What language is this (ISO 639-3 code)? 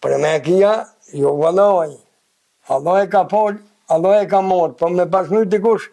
sqi